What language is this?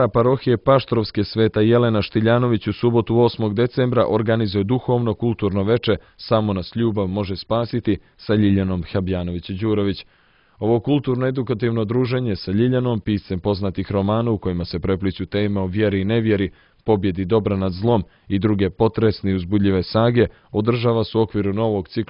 Serbian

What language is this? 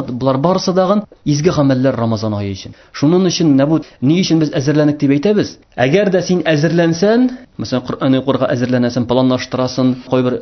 Tatar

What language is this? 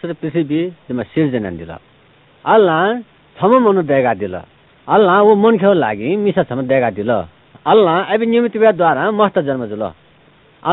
Newari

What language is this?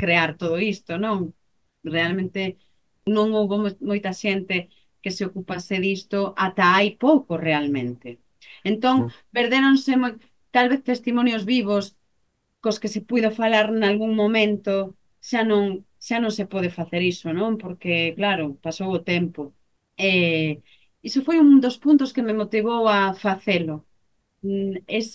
Galician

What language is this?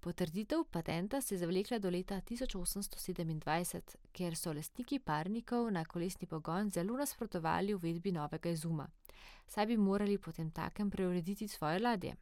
Slovenian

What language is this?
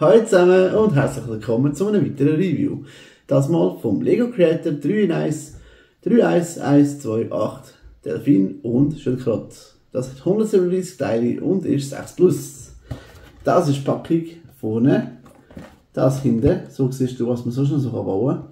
Swiss German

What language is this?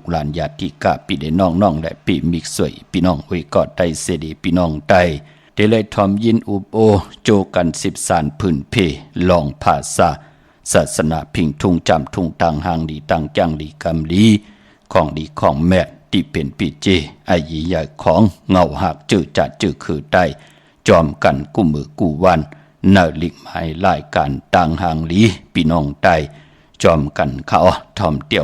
Shan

